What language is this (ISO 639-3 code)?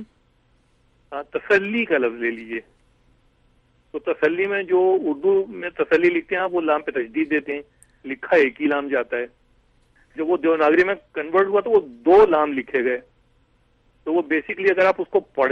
urd